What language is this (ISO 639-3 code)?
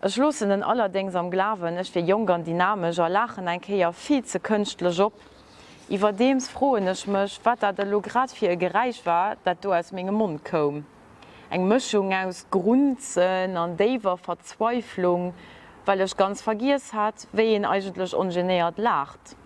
ltz